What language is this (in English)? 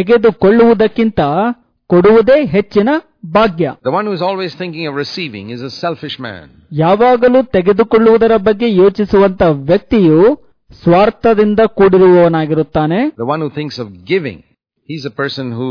Kannada